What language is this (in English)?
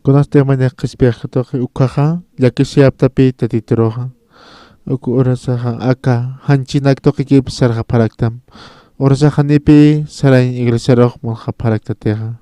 Aymara